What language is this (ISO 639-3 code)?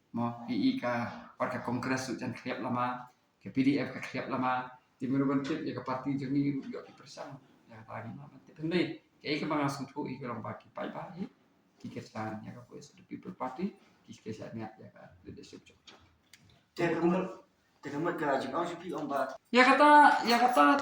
kha